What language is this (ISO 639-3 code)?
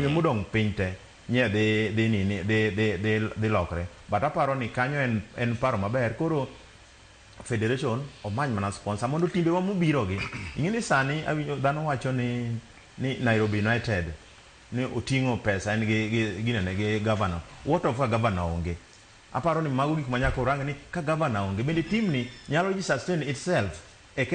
luo